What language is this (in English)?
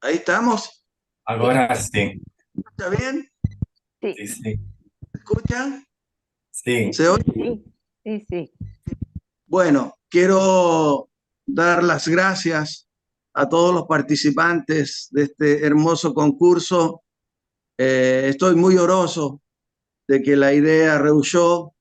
Ladino